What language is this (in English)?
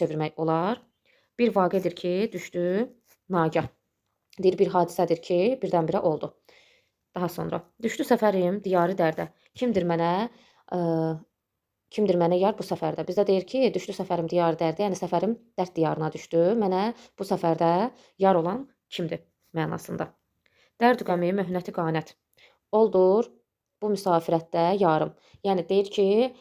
Azerbaijani